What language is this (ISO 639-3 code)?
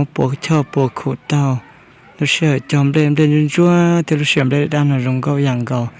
hmn